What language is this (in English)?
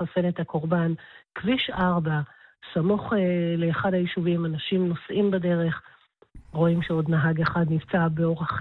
Hebrew